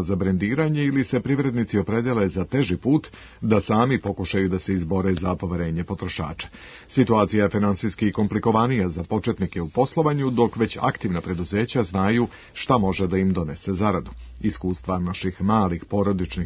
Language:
Serbian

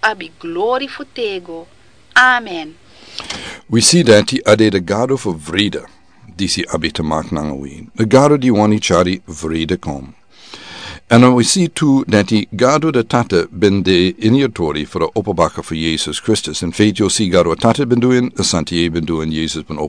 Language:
Sranan Tongo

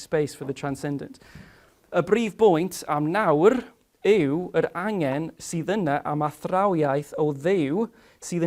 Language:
Welsh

